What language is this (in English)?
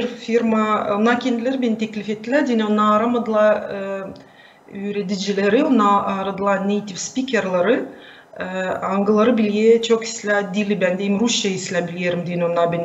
Gagauz